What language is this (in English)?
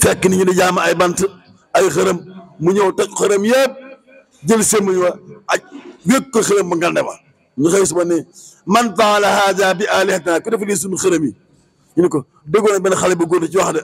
Wolof